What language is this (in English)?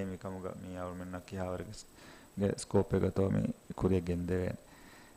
Divehi